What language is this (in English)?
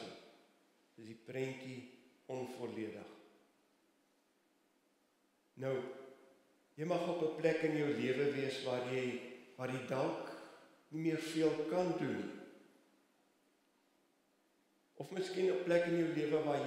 Afrikaans